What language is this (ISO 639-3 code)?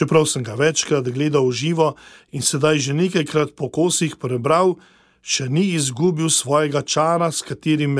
slv